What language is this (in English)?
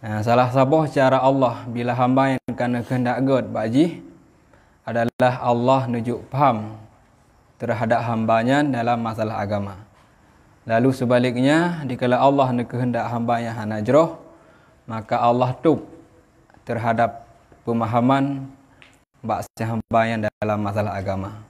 Achinese